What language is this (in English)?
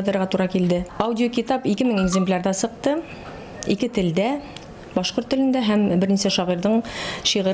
Bashkir